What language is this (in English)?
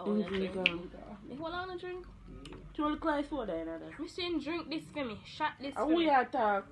Jamaican Creole English